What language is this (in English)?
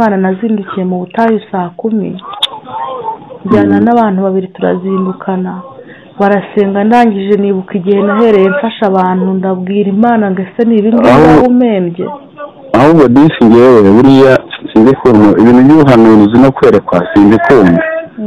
Kinyarwanda